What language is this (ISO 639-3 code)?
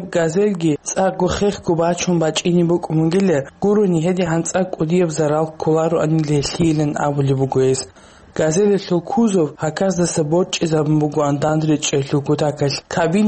ava